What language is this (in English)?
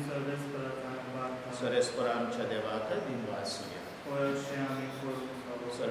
Konkani